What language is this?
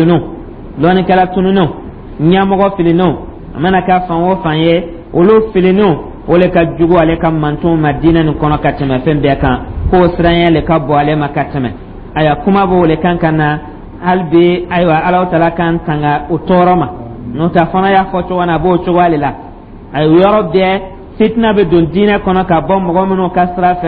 Dyula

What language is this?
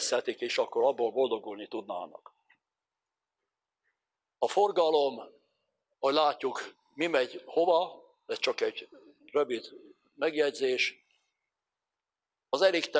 Hungarian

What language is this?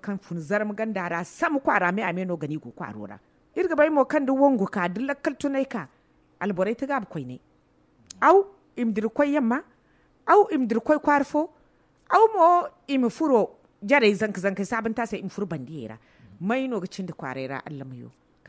Zarma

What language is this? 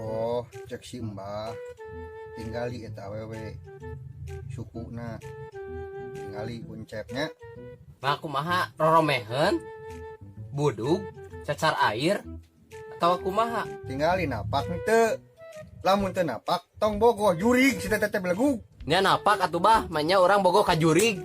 Sundanese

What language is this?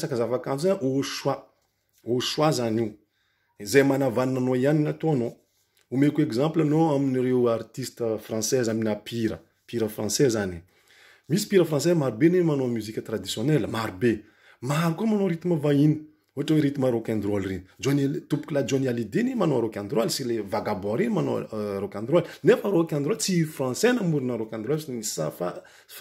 Malagasy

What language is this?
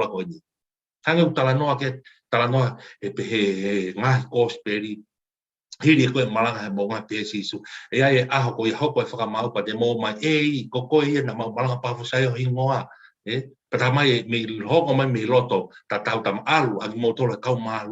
Tongan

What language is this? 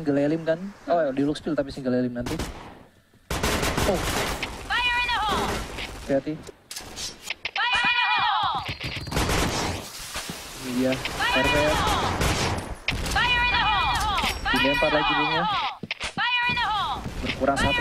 Indonesian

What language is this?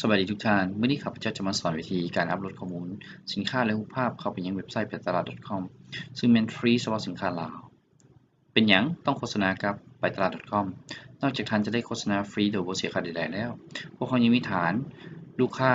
Lao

